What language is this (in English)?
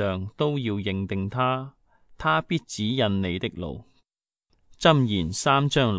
Cantonese